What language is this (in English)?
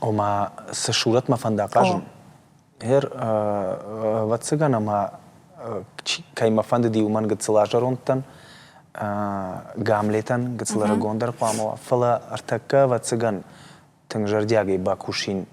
Ossetic